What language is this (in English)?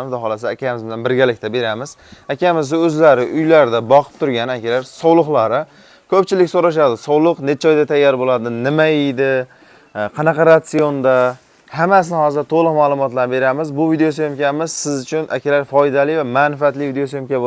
Uzbek